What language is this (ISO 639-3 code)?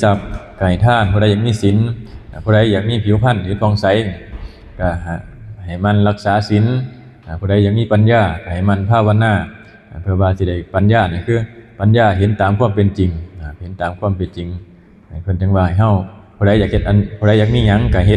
lao